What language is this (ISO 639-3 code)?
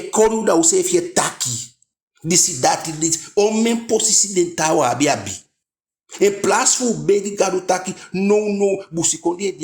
djk